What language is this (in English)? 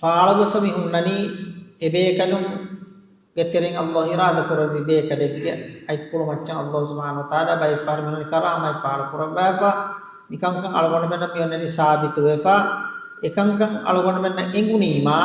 Divehi